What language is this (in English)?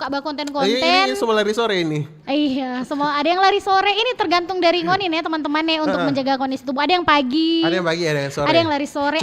Manado Malay